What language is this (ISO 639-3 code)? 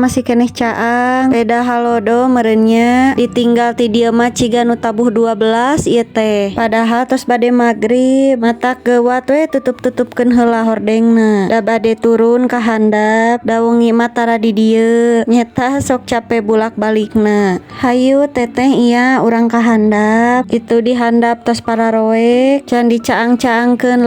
sun